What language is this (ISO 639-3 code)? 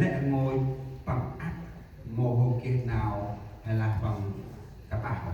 cmo